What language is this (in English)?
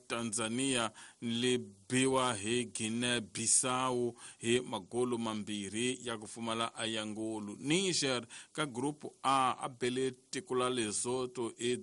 Tsonga